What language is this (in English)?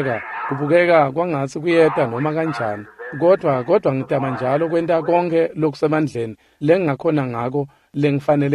Swati